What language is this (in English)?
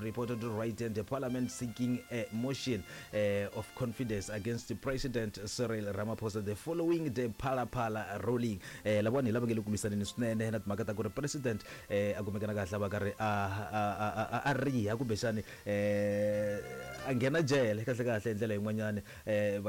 Tsonga